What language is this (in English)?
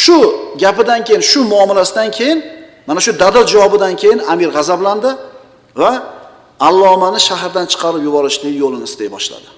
Uzbek